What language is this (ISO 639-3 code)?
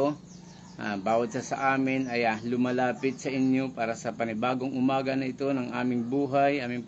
fil